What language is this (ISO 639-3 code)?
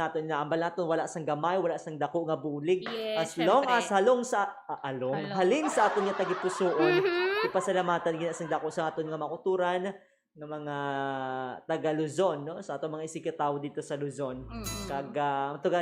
hil